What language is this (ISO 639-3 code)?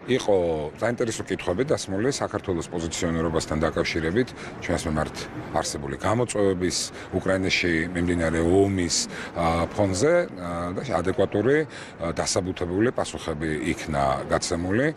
kat